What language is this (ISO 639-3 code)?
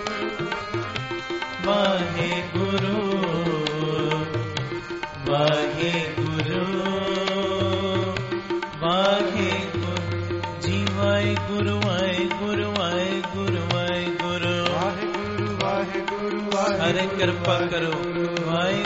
pan